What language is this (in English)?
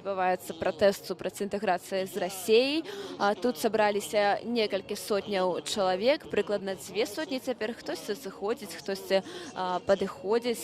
Belarusian